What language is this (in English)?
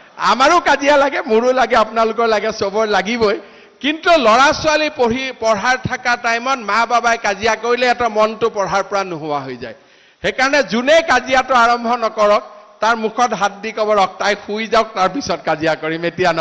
Assamese